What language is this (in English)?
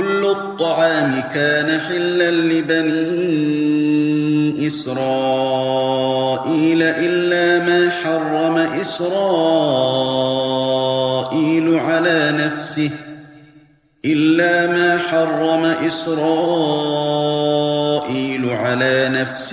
Arabic